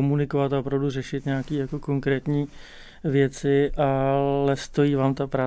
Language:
Czech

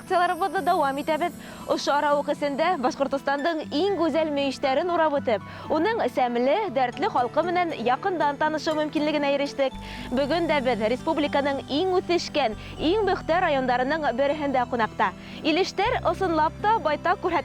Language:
Bashkir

